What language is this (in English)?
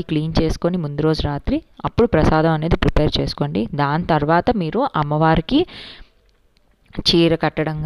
Telugu